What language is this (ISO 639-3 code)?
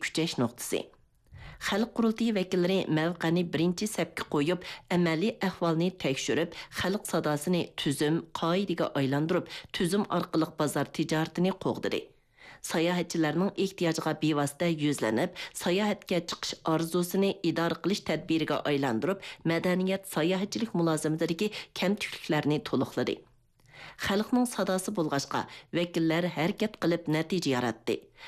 uig